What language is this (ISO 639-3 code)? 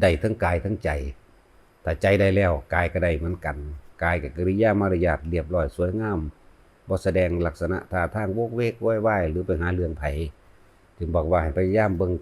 lao